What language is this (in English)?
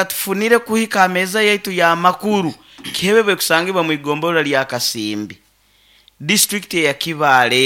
Nyoro